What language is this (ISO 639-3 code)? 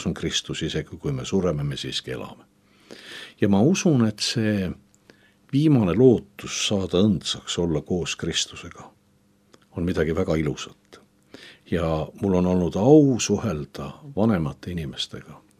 est